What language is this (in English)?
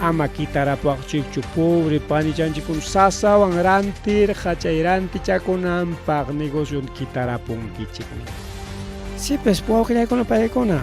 Ayacucho Quechua